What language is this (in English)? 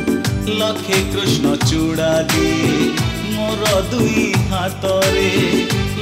Odia